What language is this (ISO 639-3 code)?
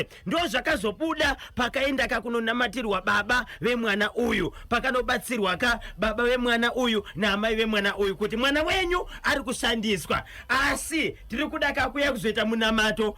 sna